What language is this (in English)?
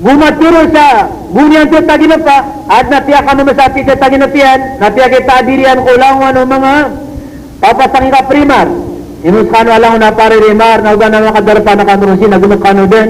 Maranao